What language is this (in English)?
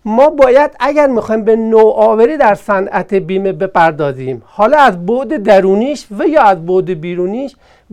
Persian